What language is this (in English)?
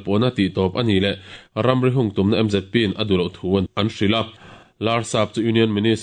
Mizo